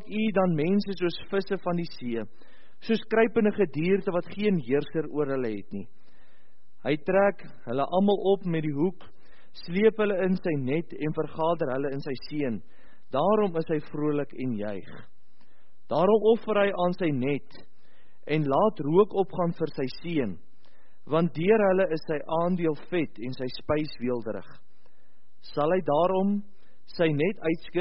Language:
Afrikaans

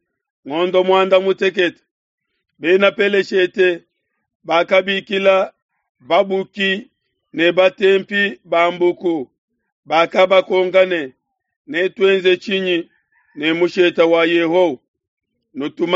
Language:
Luba-Lulua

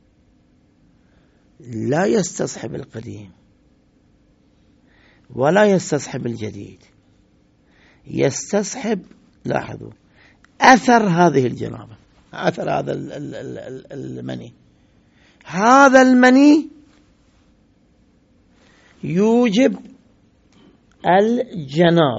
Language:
Arabic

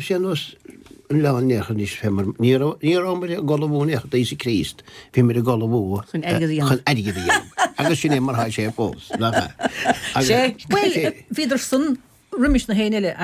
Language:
Irish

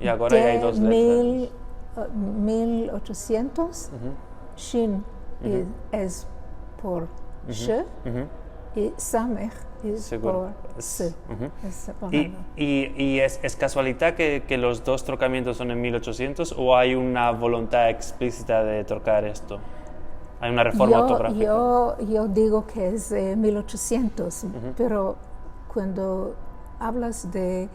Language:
Ladino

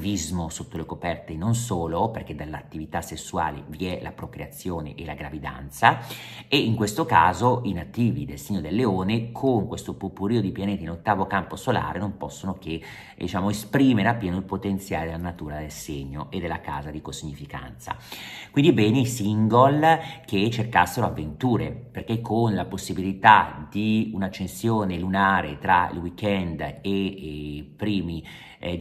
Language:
Italian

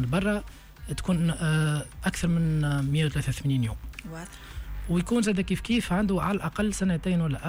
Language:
Tunisian Arabic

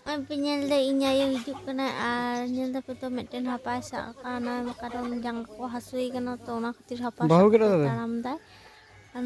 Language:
Santali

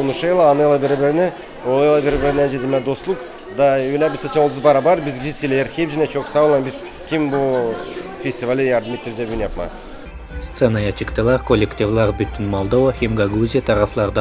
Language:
Gagauz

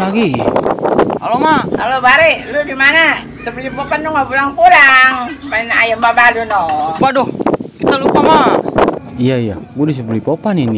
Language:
Betawi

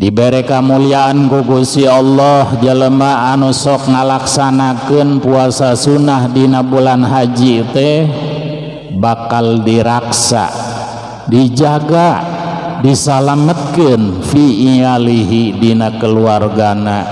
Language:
Sundanese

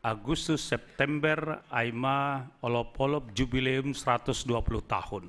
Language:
Batak Simalungun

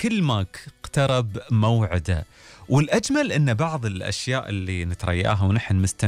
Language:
Gulf Arabic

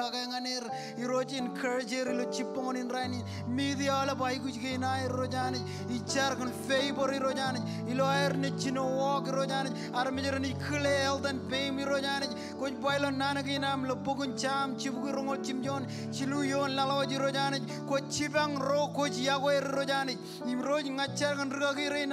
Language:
Marshallese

